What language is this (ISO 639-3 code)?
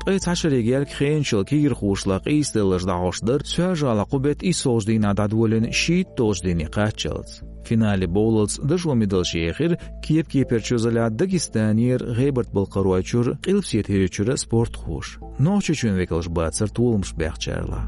che